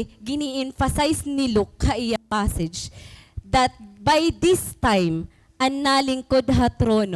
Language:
Waray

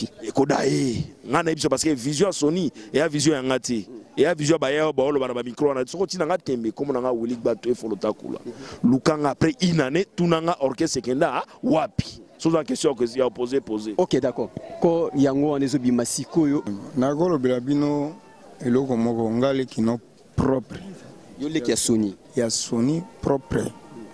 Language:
Lingala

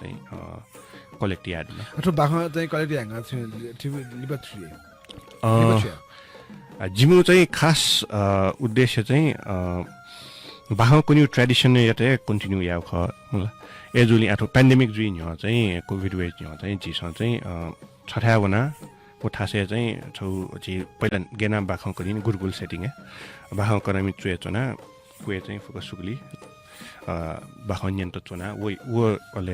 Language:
Newari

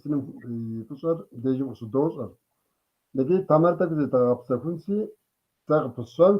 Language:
Kabardian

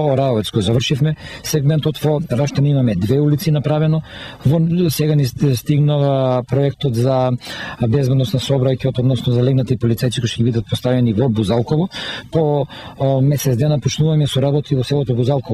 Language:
Macedonian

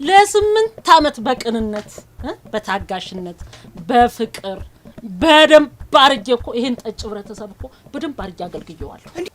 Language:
Amharic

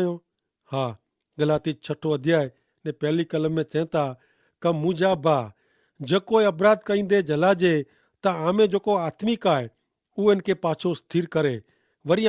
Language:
Kachhi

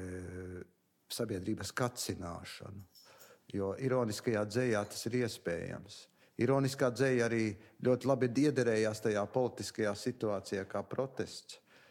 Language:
Latvian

